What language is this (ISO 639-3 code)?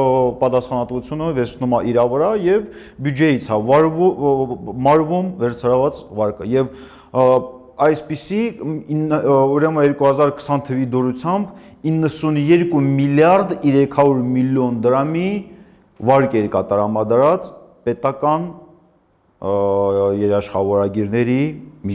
hye